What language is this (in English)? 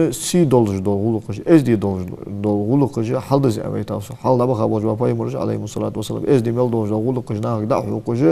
Ingush